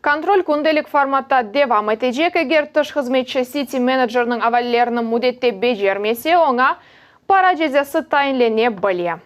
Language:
Crimean Tatar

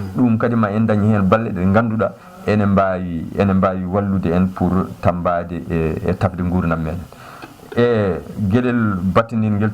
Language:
Fula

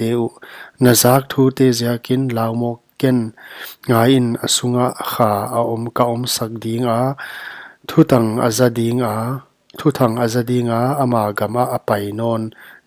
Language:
Paite Chin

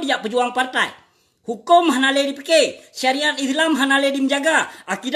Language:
Achinese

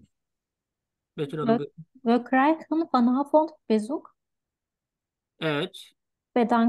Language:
Turkish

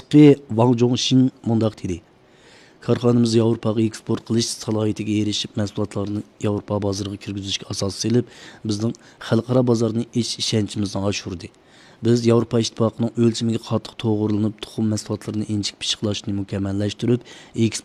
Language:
Uyghur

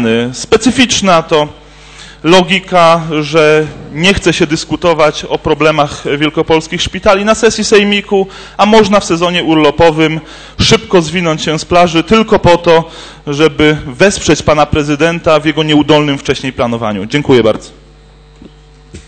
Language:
Polish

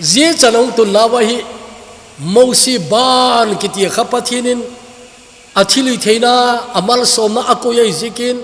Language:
Thado Chin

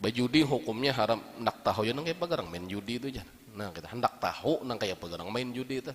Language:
Banjar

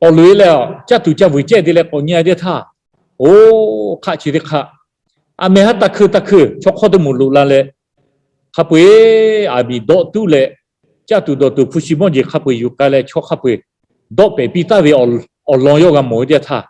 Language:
Lahu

